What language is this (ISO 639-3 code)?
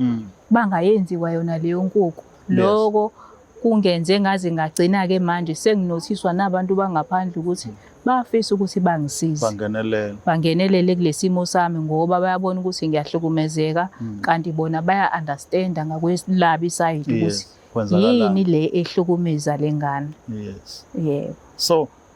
zul